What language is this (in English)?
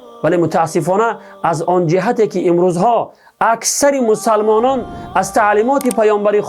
Tajik